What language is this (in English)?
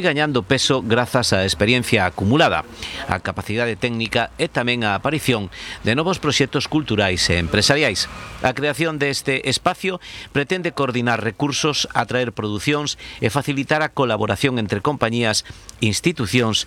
Galician